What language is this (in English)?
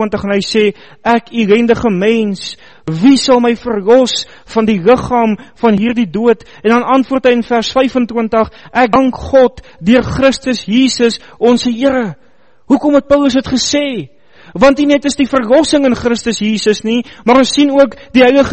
Afrikaans